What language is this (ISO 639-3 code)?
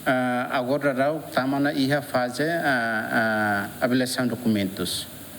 tet